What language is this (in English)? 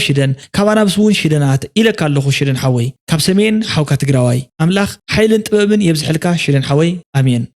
Tigrinya